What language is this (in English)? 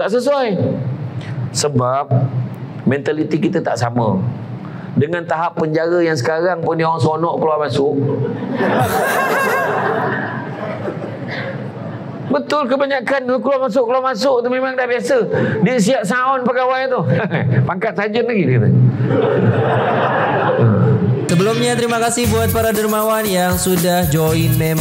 Malay